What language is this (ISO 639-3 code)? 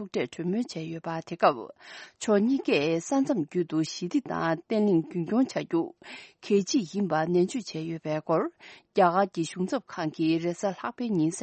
bod